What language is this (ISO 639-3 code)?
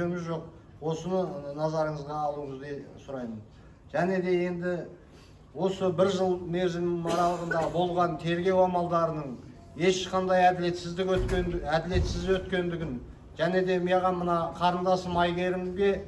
kir